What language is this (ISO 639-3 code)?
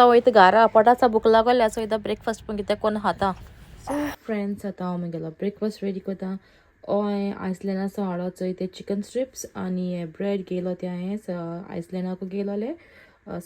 kok